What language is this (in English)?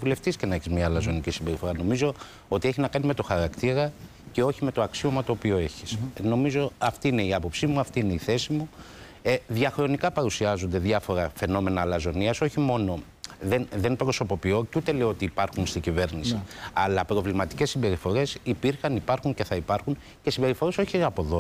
Greek